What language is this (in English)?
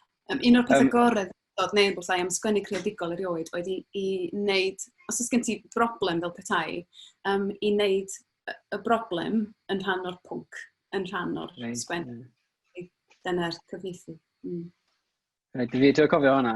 Welsh